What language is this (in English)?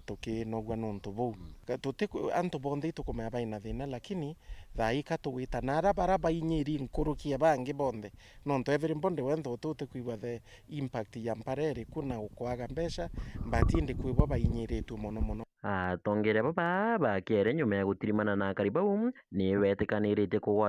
Meru